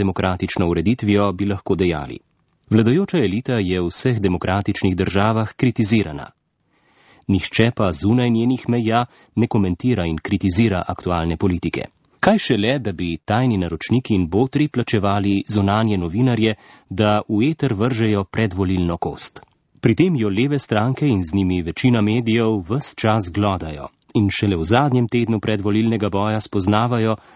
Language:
Slovenian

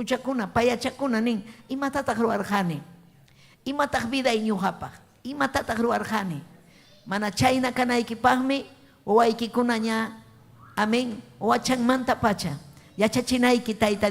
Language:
Ayacucho Quechua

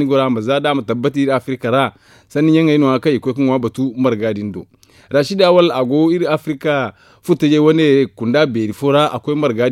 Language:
Zarma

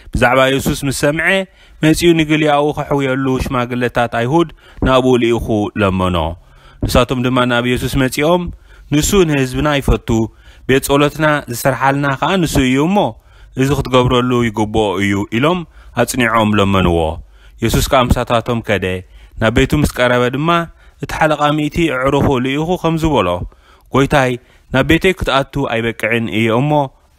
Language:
Tigrinya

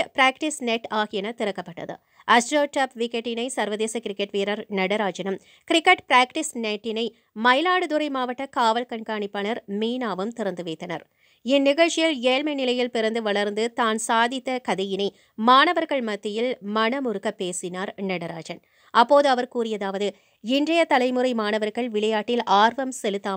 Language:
Tamil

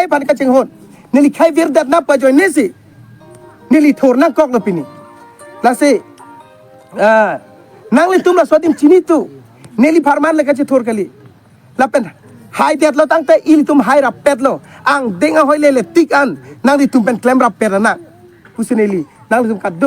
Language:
Karbi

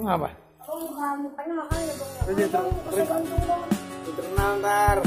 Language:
Betawi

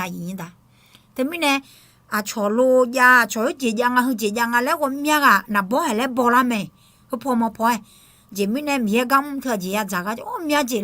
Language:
Akha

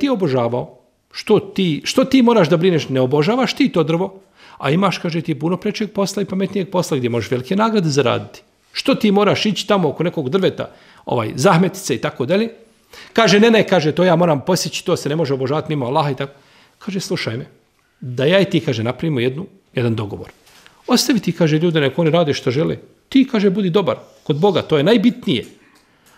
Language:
Bosnian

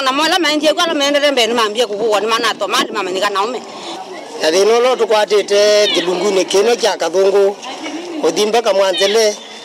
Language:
Kamba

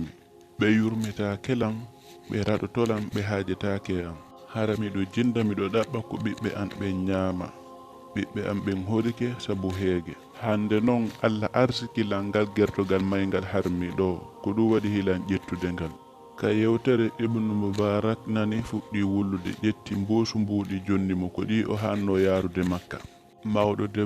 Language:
Fula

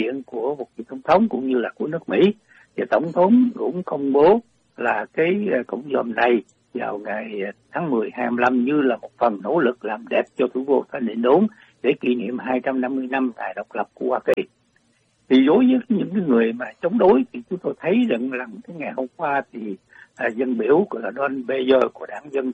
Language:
Vietnamese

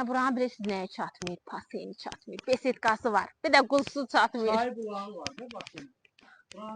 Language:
Azerbaijani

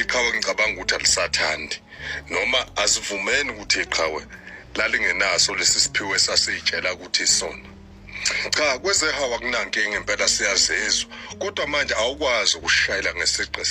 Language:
Zulu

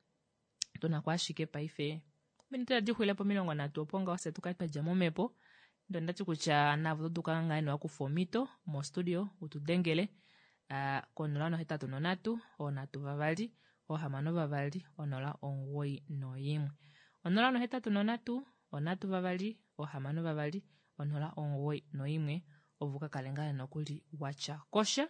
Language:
Kuanyama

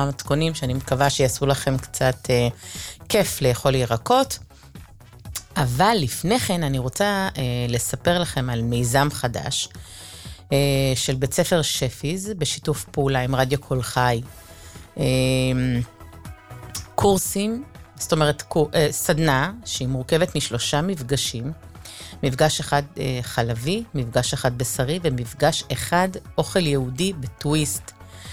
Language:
Hebrew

